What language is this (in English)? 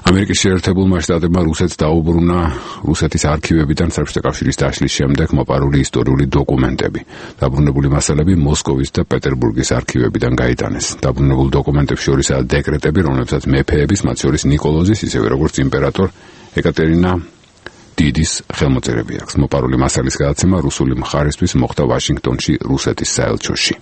Georgian